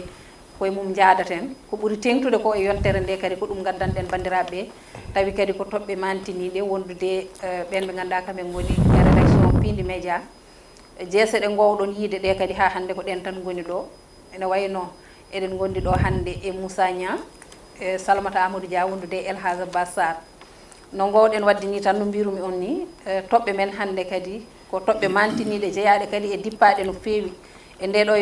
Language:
Fula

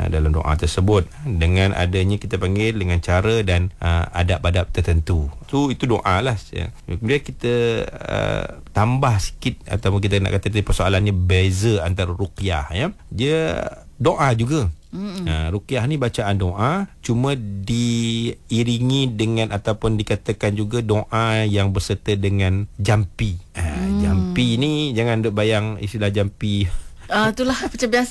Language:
Malay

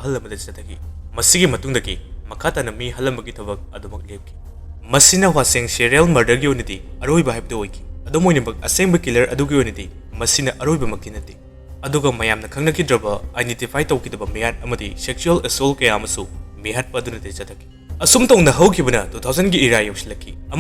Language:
Manipuri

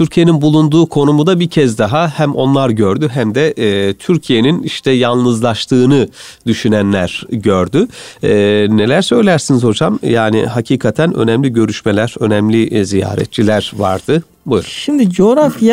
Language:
Turkish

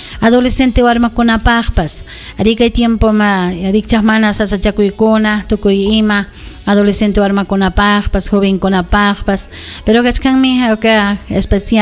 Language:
Ayacucho Quechua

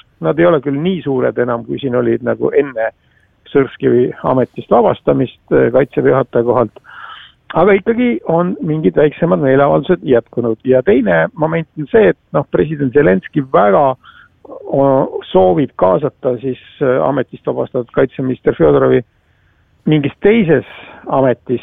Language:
Estonian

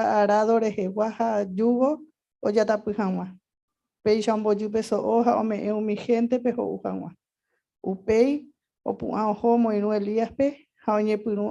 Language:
Guarani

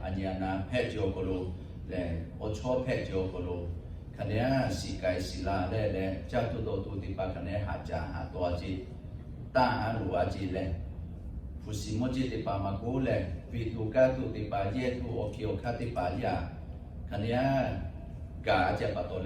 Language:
Lahu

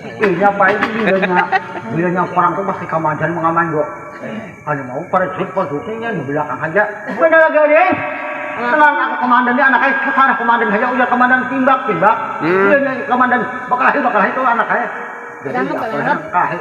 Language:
Banjar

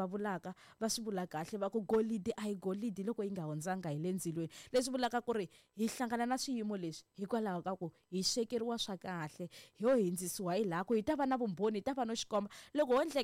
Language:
Tsonga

